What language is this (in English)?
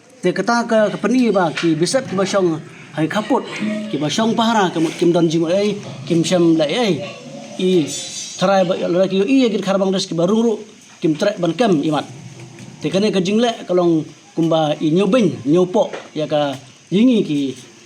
Khasi